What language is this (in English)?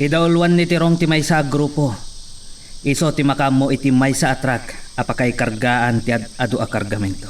Iloko